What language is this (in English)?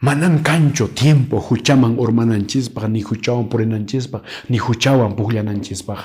Quechua